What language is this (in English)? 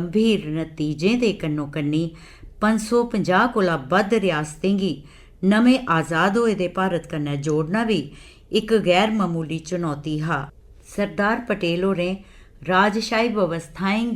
Dogri